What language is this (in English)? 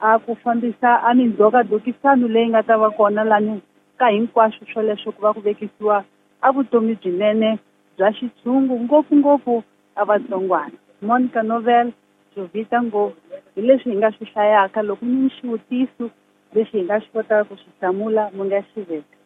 Tsonga